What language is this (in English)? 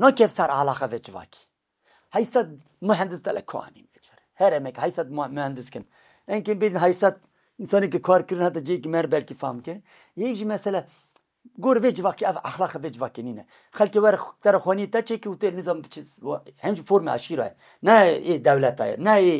Kurdish